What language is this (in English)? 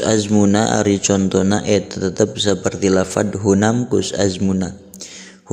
Sundanese